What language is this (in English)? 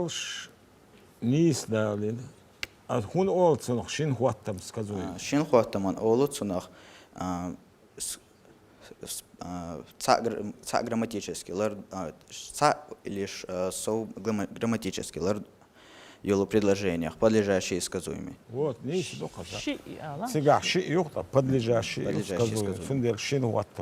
Chechen